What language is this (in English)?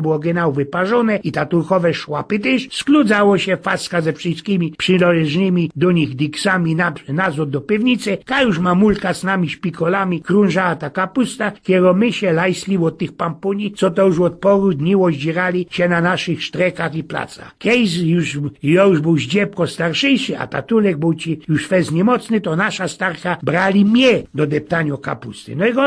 Silesian